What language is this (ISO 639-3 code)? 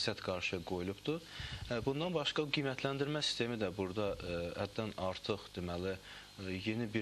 aze